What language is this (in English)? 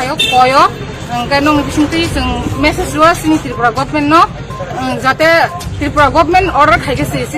Kok Borok